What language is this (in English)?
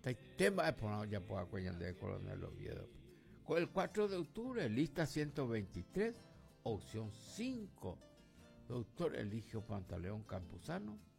Guarani